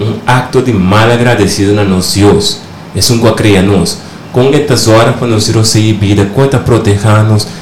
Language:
Papiamento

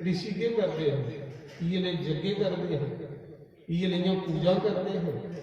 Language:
Dogri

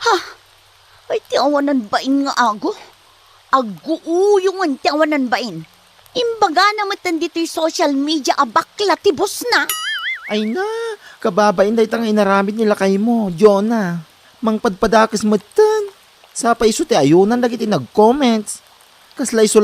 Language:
Iloko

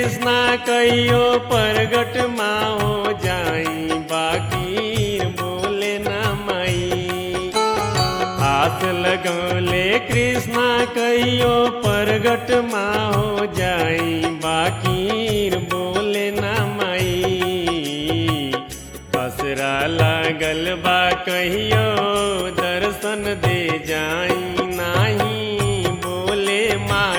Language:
Bhojpuri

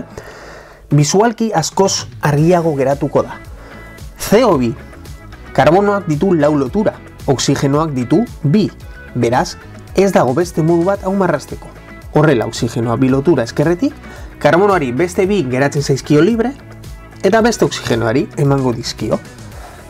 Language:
Basque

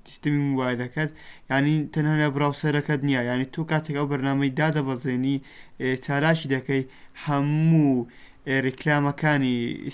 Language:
Central Kurdish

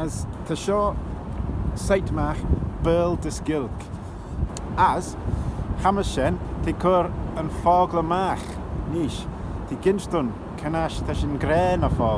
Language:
Manx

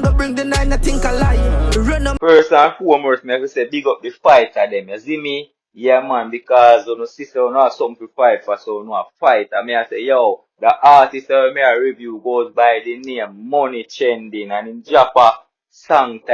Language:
Jamaican Creole English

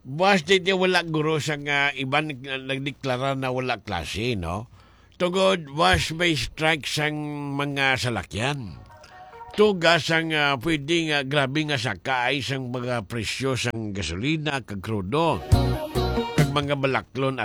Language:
Hiligaynon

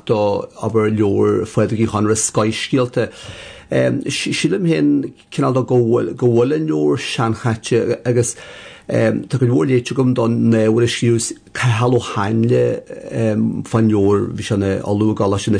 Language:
Irish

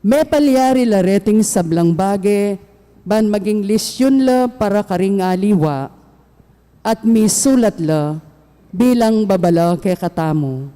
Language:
Pampanga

